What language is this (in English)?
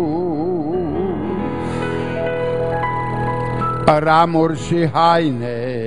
Romanian